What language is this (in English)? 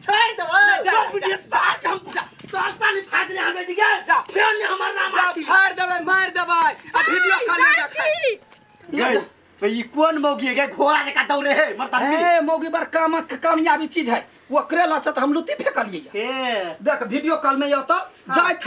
Maithili